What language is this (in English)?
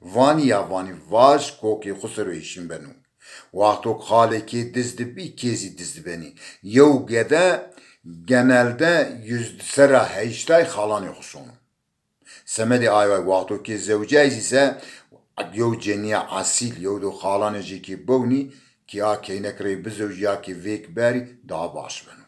Zaza